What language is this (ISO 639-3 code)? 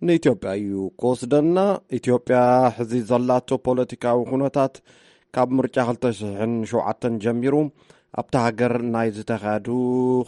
tir